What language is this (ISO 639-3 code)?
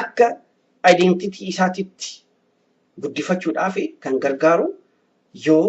orm